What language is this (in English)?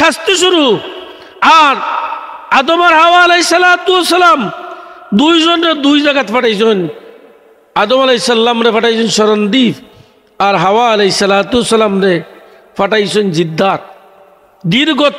Sylheti